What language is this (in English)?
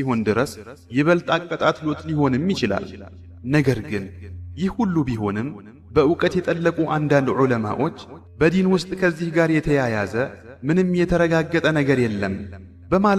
Amharic